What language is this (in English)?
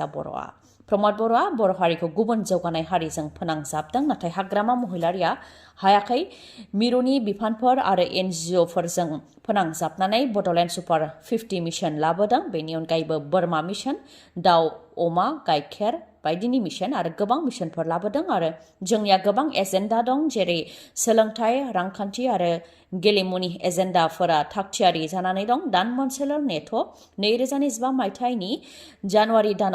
Bodo